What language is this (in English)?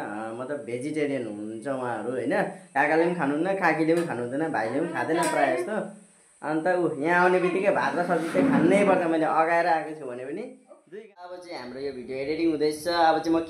Nepali